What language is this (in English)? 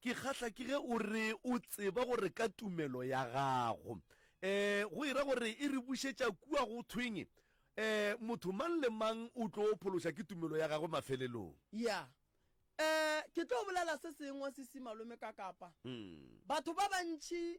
Northern Sotho